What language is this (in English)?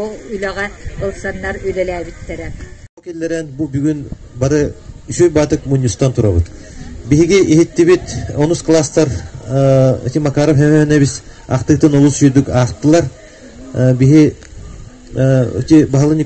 Yakut